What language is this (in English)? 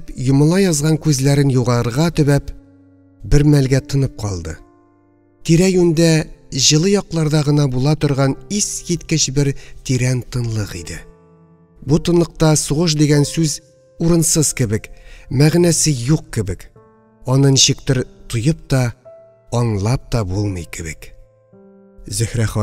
Tatar